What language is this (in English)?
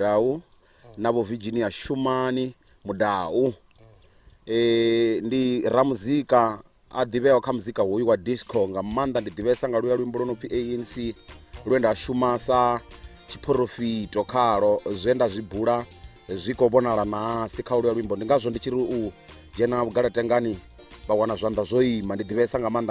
Venda